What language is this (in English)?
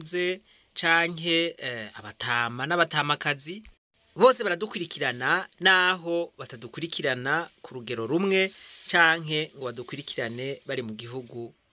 Rundi